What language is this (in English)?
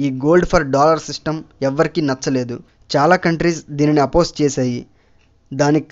Telugu